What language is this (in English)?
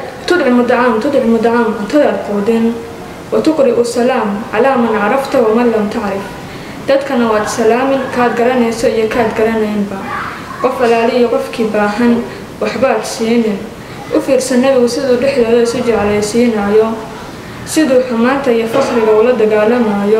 Somali